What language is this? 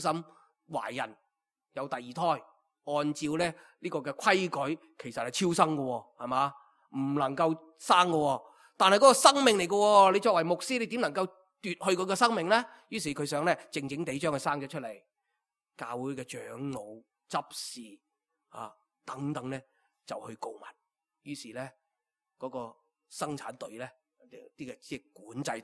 Cantonese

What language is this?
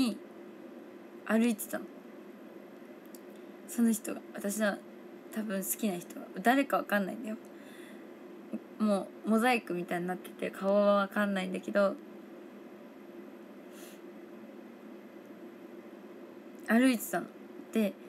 Japanese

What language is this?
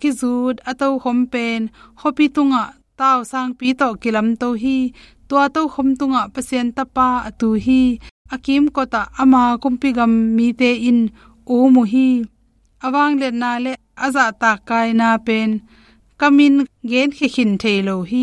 Tedim Chin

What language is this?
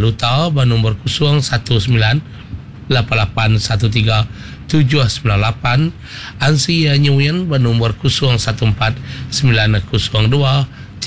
Iban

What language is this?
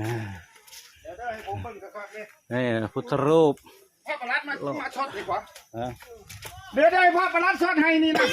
Northeastern Thai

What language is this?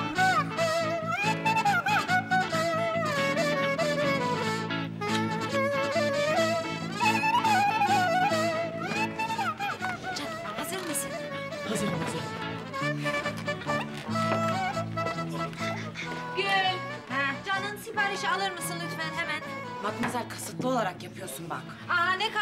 Turkish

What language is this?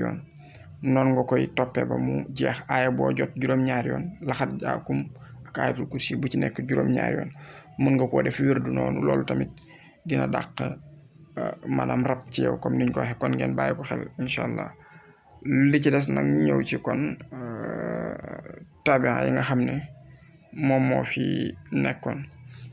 Wolof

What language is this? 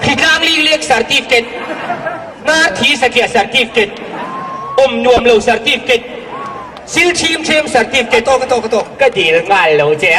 Mizo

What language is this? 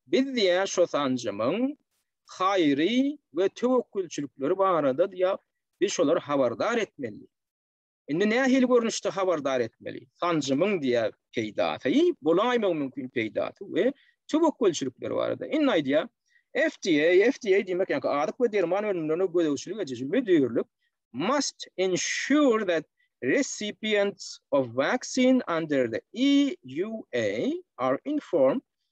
Turkmen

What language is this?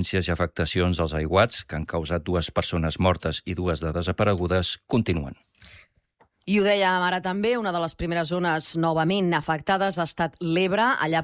Catalan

